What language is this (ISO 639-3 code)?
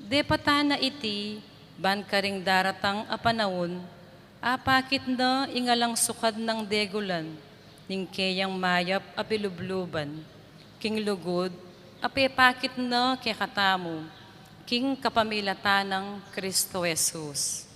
pam